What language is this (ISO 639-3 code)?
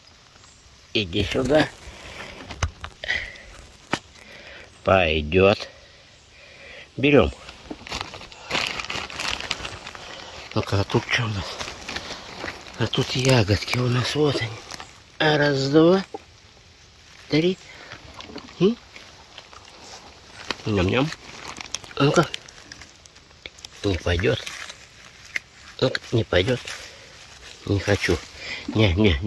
rus